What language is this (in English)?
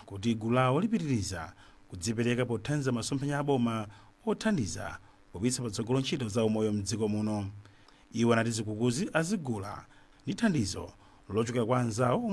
Nyanja